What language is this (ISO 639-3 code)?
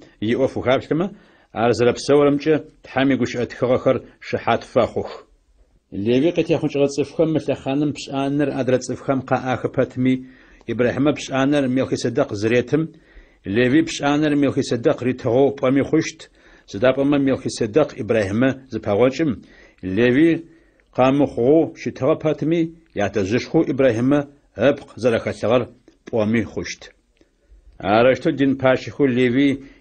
ady